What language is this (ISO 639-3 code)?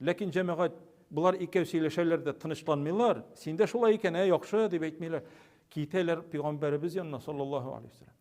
tat